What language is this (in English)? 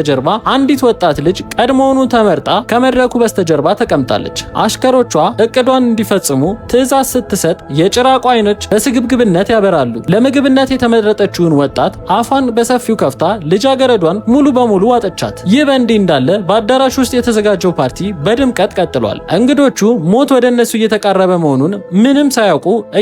Amharic